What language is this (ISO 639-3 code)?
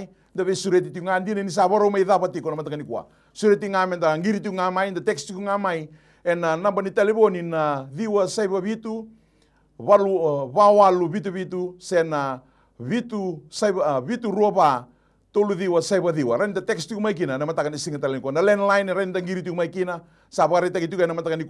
fij